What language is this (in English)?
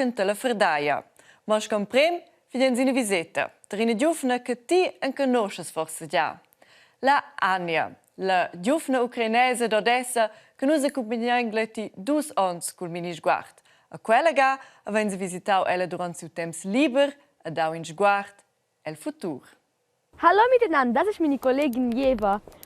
Romansh